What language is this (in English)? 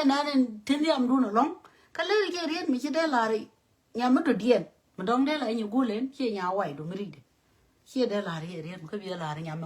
Nuer